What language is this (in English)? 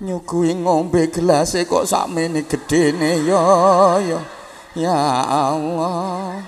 Javanese